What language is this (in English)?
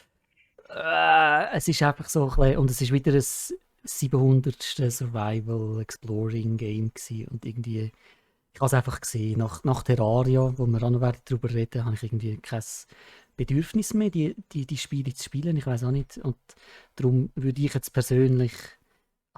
Swiss German